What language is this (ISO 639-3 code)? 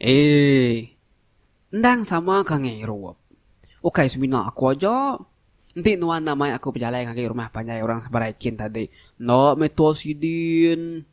iba